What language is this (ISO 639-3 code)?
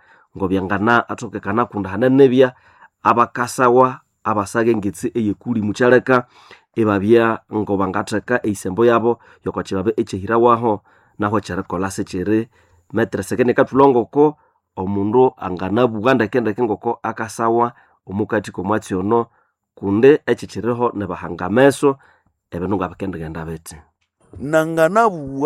nnb